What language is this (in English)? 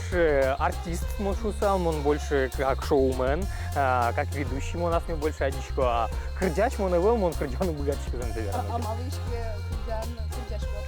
Udmurt